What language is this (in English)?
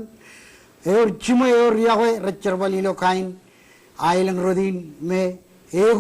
Marshallese